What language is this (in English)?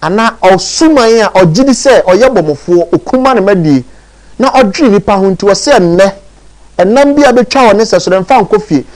Akan